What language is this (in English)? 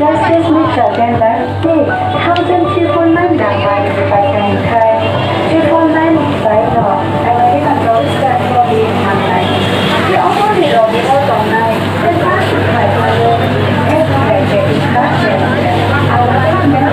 Kok Borok